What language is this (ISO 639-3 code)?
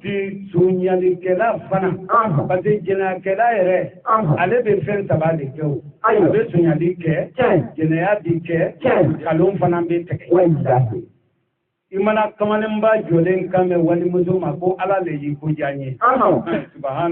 bam